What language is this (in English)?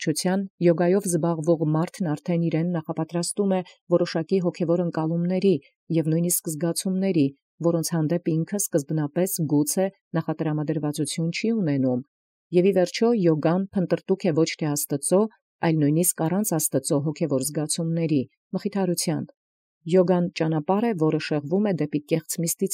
Armenian